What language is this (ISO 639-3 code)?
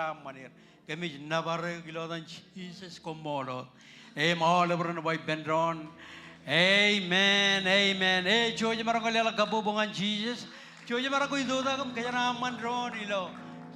mah